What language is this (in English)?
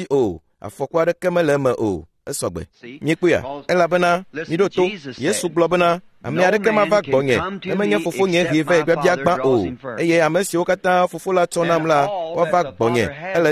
Ewe